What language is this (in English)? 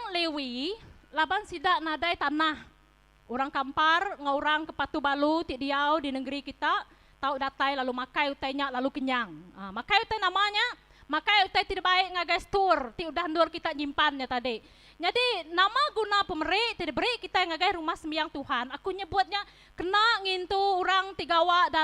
Iban